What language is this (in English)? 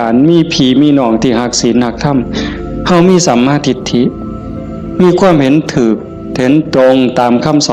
Northeastern Thai